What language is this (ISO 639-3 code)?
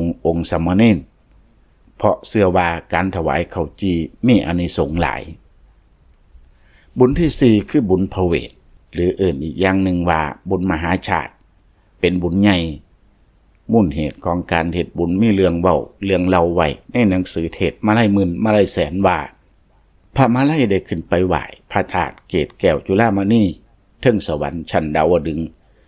lao